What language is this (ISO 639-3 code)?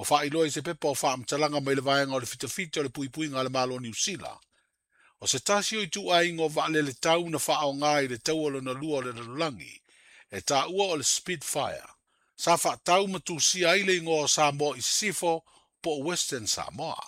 smo